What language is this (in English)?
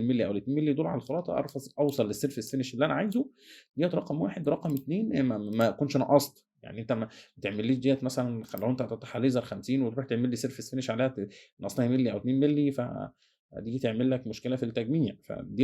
Egyptian Arabic